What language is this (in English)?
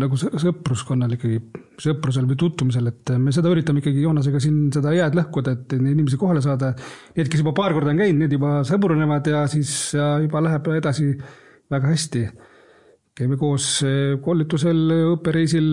Estonian